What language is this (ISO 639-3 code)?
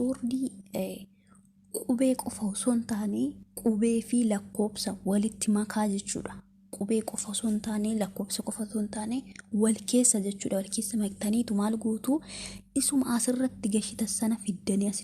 orm